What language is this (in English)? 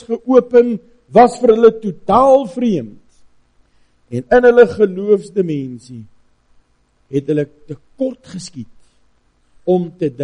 Afrikaans